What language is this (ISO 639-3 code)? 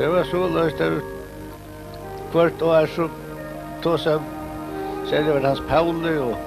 fao